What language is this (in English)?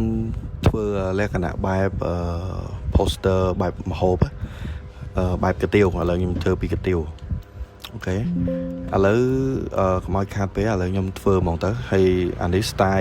Khmer